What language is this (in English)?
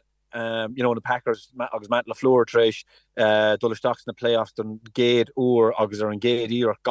Irish